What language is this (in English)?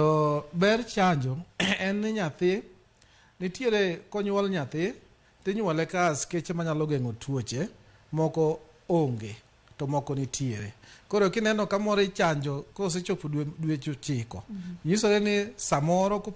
Luo (Kenya and Tanzania)